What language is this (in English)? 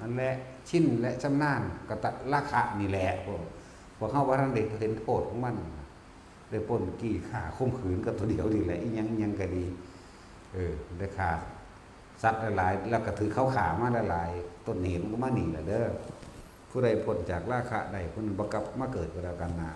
Northeastern Thai